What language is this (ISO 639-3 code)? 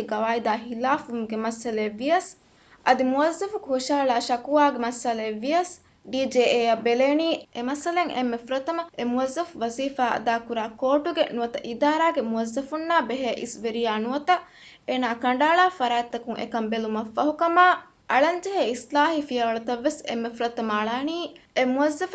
div